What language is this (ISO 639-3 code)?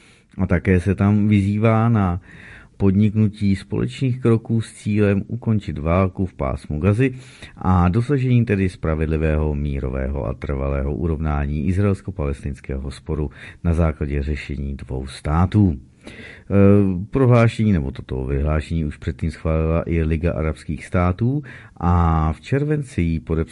ces